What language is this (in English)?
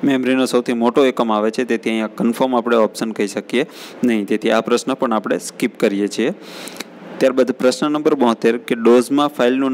Gujarati